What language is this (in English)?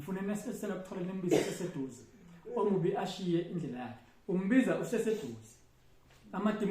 Zulu